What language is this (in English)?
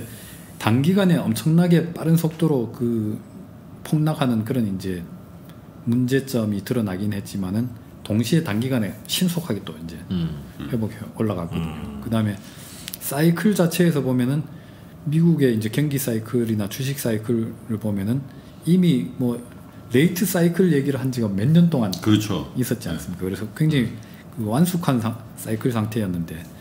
Korean